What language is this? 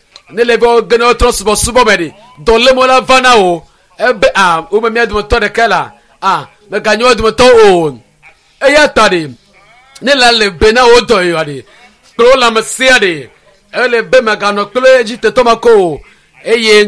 Ewe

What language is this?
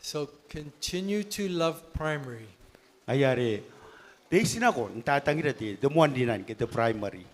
Gilbertese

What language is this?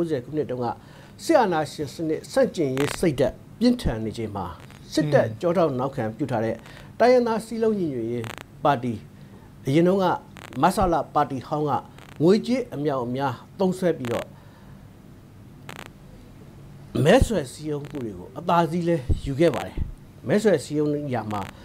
Burmese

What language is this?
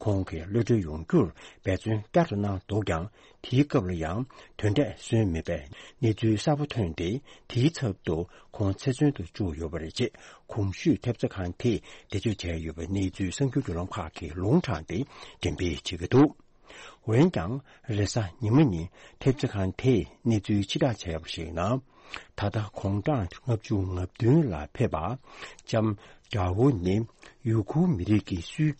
Tibetan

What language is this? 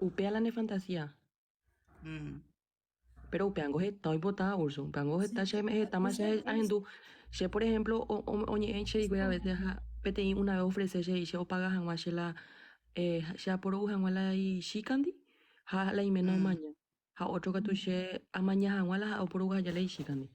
Guarani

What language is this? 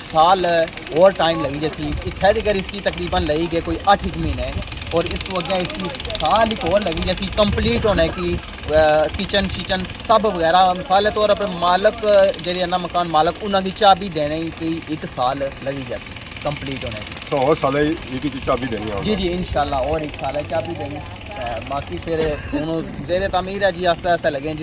Pahari-Potwari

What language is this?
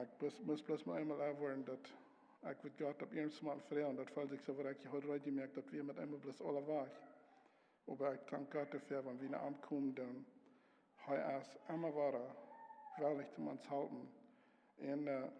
Plautdietsch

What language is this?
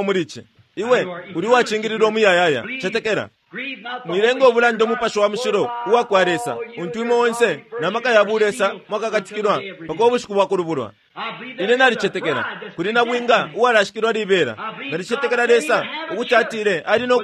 Bemba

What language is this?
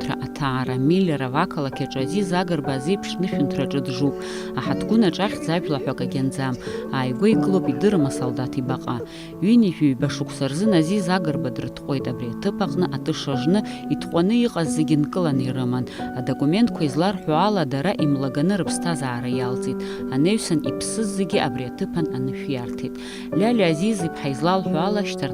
Abkhazian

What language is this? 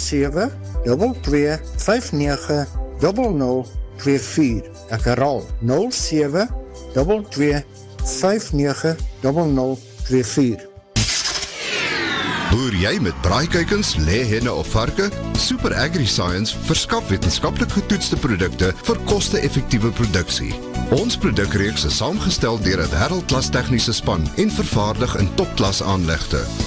Afrikaans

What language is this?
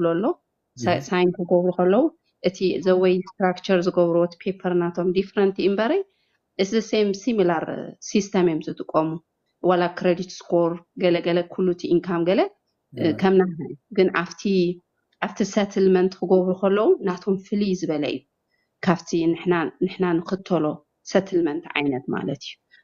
Tigrinya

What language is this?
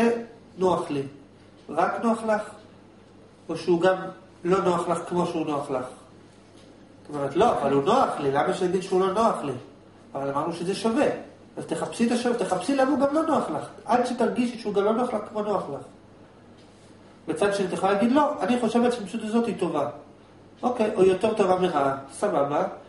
Hebrew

